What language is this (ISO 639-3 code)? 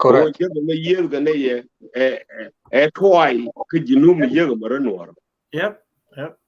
nus